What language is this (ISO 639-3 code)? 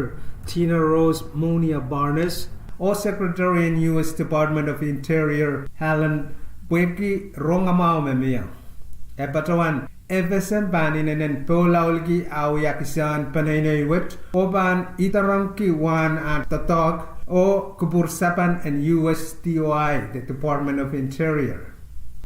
pon